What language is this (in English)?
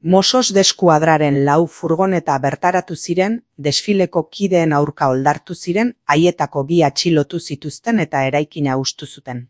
Basque